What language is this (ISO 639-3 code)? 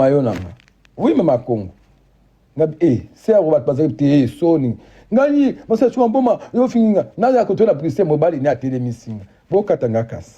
lin